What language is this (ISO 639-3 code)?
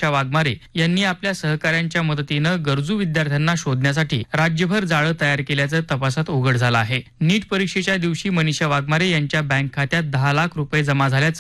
mar